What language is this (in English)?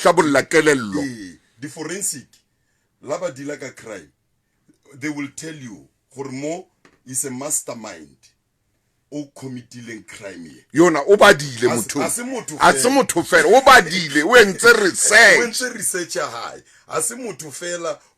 Southern Sotho